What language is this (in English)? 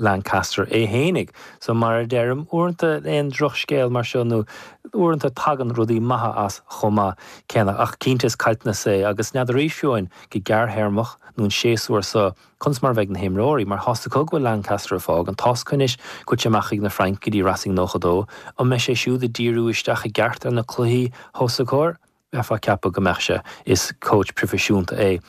Irish